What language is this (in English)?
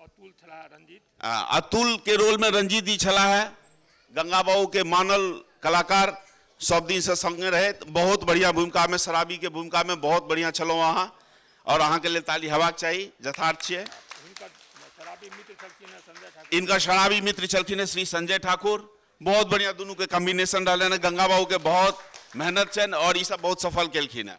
Maithili